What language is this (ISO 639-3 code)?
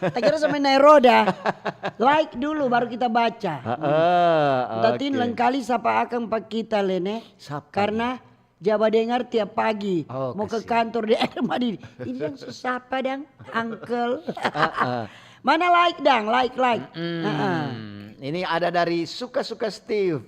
xmm